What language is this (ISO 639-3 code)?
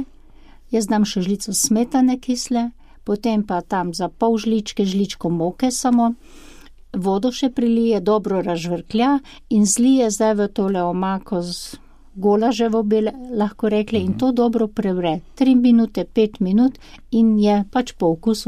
slv